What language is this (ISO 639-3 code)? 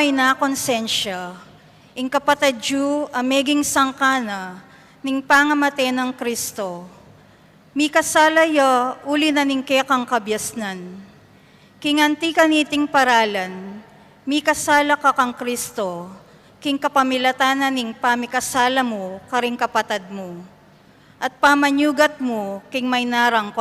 pam